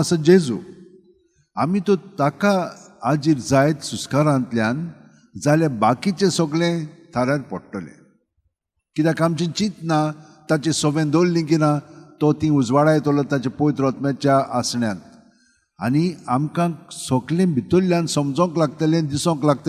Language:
Konkani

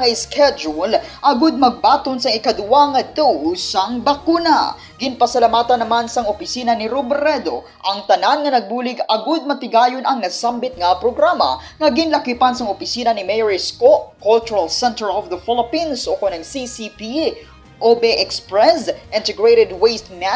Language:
Hiligaynon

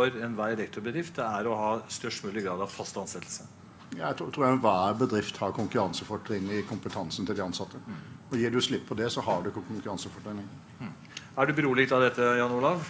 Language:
Norwegian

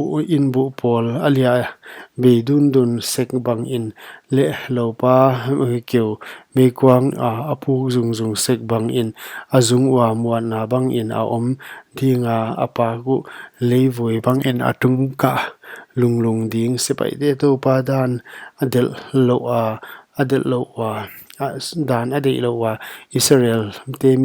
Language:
Paite Chin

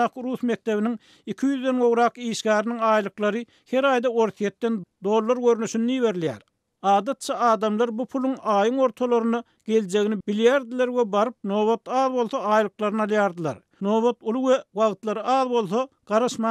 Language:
Turkmen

